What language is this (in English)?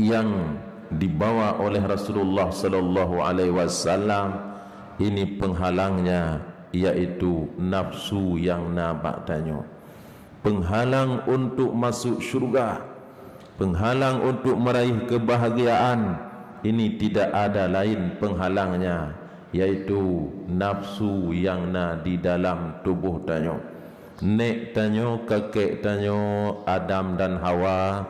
Achinese